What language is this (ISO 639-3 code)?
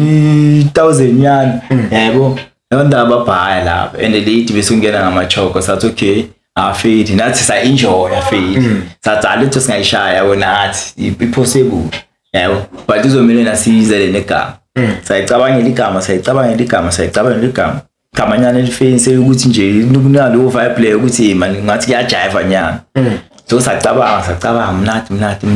zul